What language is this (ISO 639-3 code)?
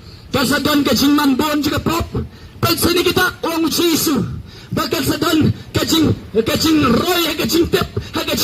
kha